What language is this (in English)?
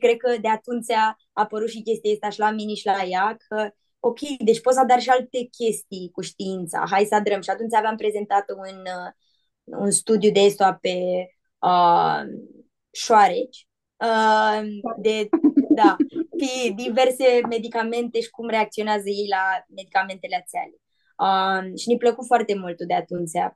Aromanian